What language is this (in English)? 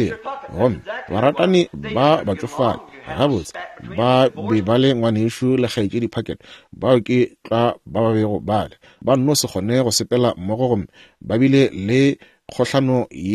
Northern Sotho